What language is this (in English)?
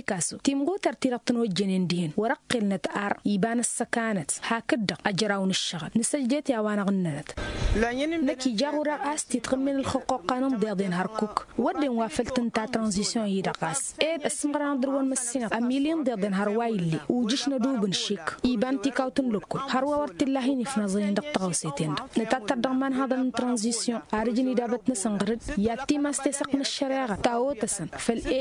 Tamasheq